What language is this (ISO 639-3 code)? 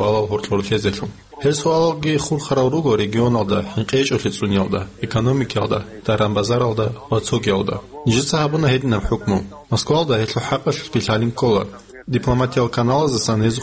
ava